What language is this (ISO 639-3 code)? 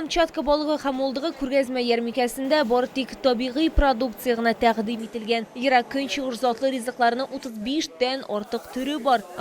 tat